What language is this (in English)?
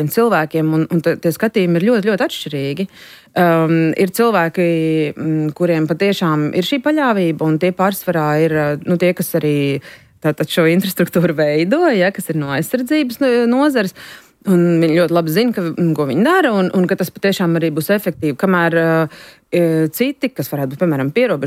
Latvian